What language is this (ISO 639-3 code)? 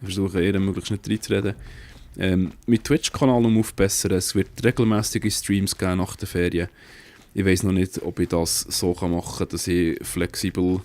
gsw